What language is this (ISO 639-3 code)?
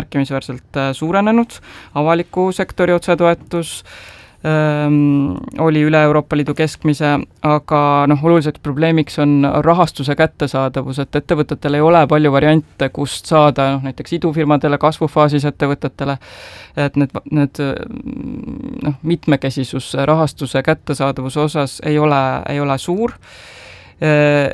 est